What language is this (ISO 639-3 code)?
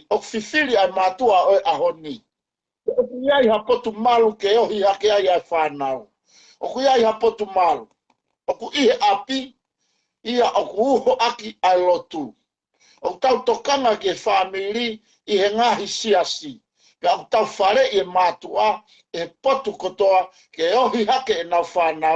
ton